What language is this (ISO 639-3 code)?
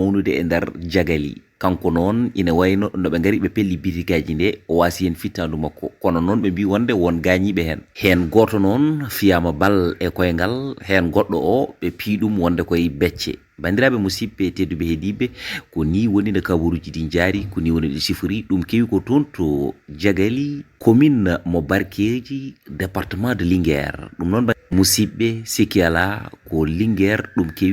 ful